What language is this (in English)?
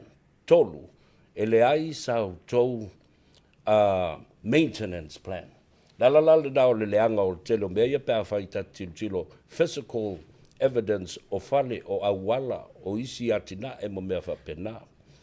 Samoan